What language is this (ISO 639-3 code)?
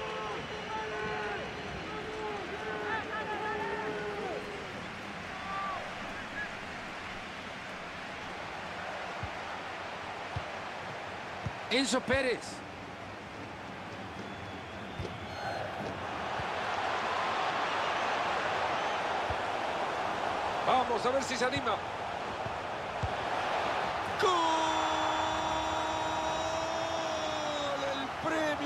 spa